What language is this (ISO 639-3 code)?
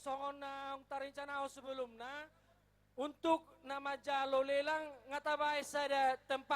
bbc